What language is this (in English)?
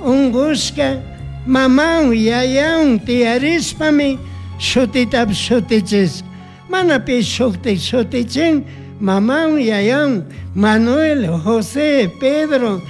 Chimborazo Highland Quichua